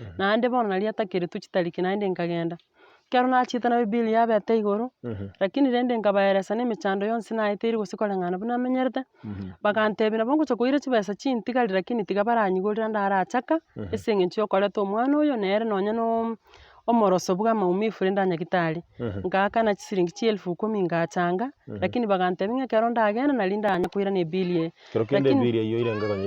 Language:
Gusii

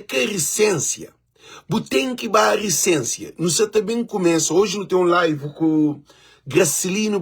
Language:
Kabuverdianu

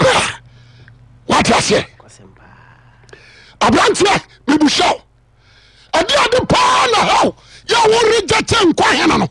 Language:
Akan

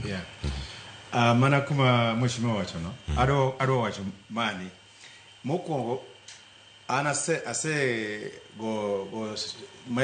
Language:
Luo (Kenya and Tanzania)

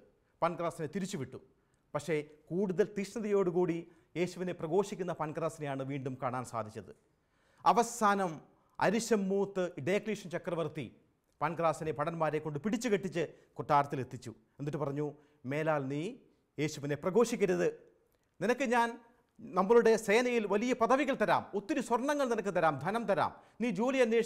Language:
Malayalam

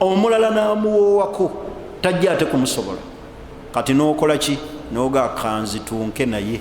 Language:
Ganda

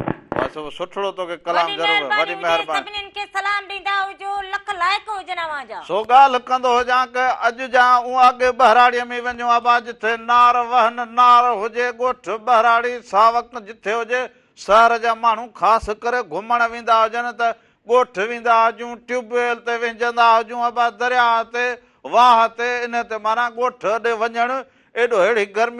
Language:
Sindhi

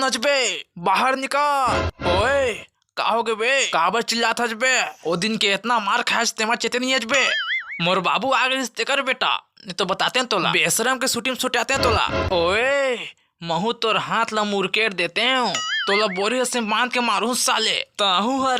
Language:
Chhattisgarhi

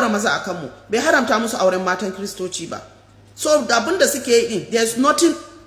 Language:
Hausa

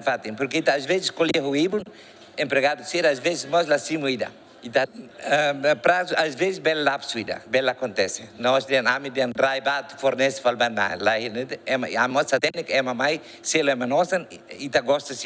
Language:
Tetum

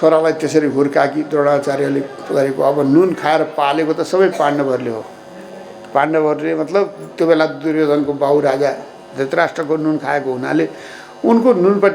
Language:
Nepali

